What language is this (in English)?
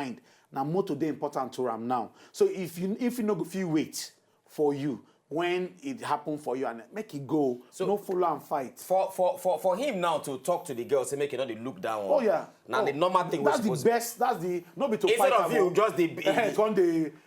Nigerian Pidgin